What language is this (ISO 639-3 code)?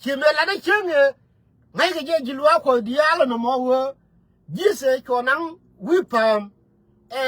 nus